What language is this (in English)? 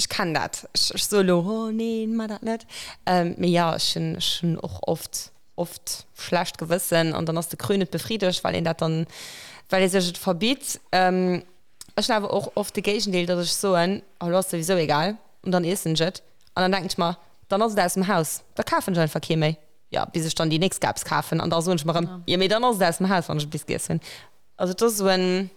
Luxembourgish